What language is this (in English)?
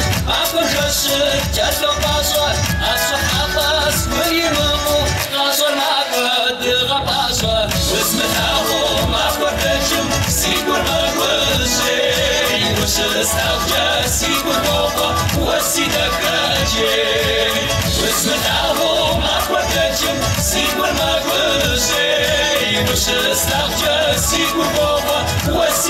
Kabardian